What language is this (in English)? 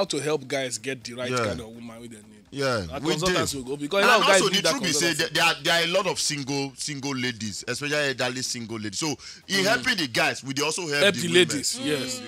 Nigerian Pidgin